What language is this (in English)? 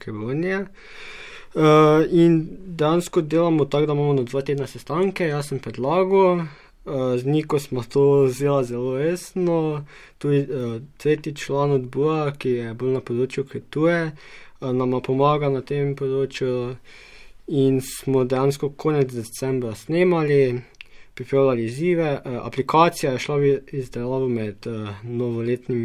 Slovenian